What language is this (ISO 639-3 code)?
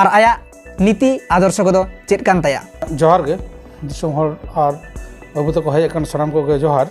sat